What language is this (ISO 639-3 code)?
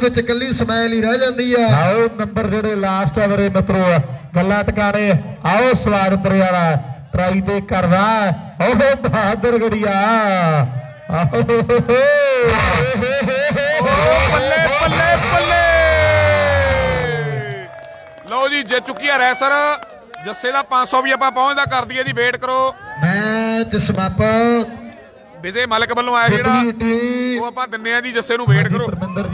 pan